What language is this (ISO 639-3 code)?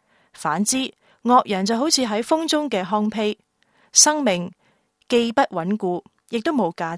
yue